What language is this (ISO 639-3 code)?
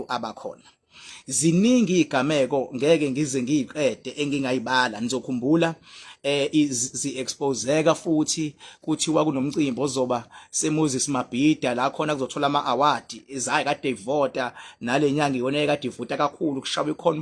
zul